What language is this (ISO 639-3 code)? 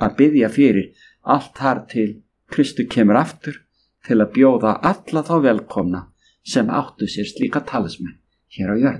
isl